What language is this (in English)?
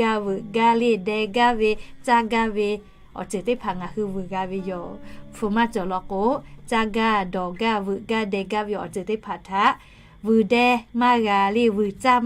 Lahu